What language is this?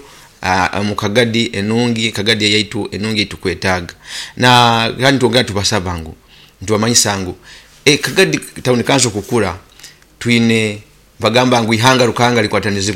Nyoro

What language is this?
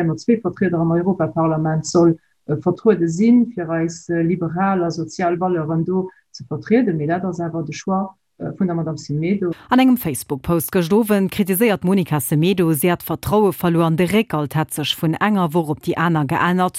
Luxembourgish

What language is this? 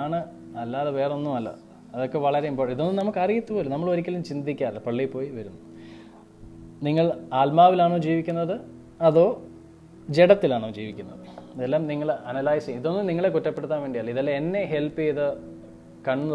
Malayalam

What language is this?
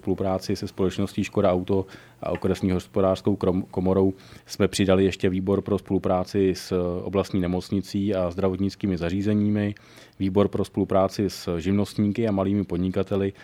Czech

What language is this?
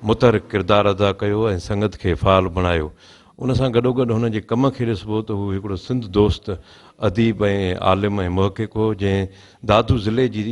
Sindhi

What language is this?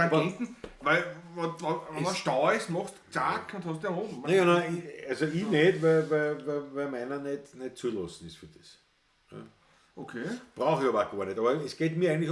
Bavarian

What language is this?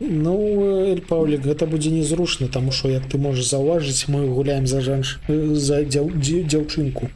Belarusian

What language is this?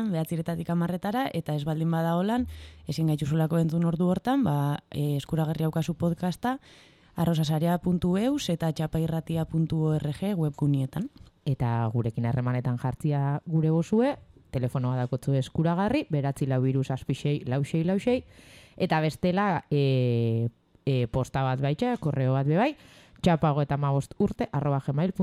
Basque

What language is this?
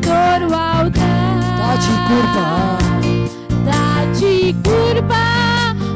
Konkani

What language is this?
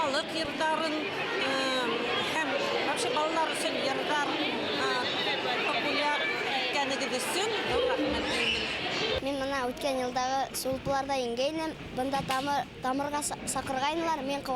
Bashkir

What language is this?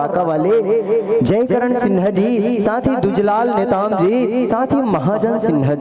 Chhattisgarhi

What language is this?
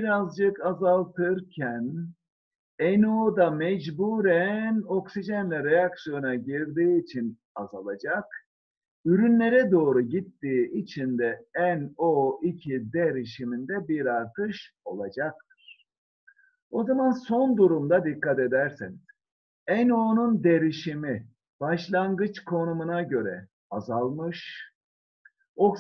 Turkish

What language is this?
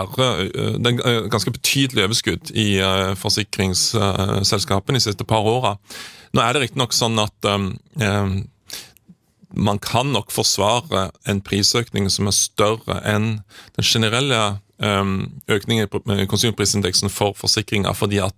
Norwegian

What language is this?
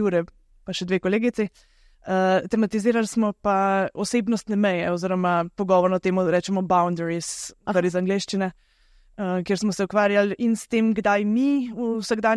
Slovenian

